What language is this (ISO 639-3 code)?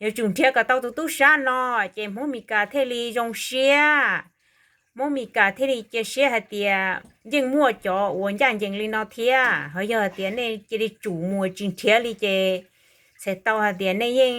hmn